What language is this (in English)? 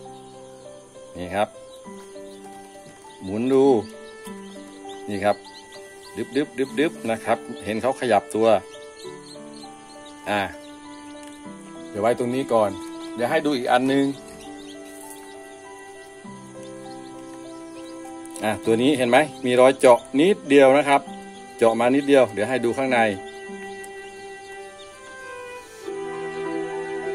Thai